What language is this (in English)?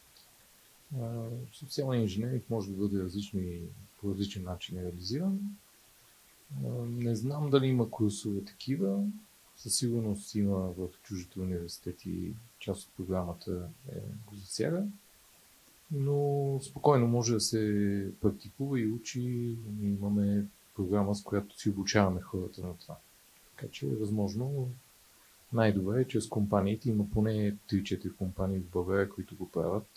Bulgarian